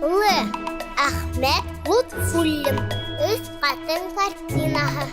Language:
Bashkir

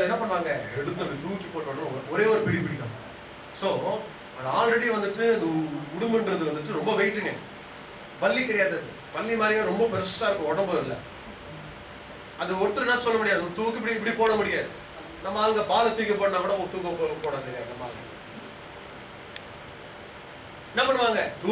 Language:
Tamil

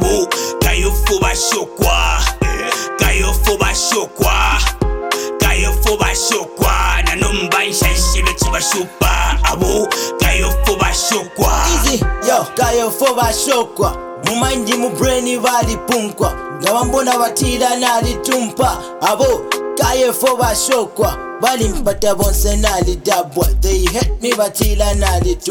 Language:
Bemba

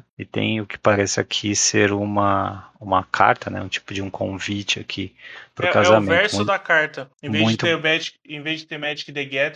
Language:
Portuguese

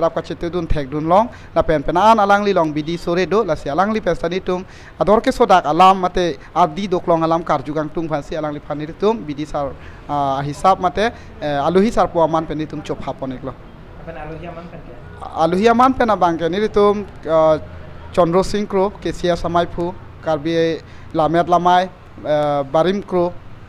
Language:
Karbi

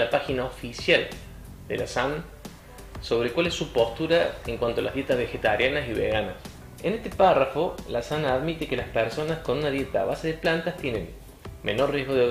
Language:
Spanish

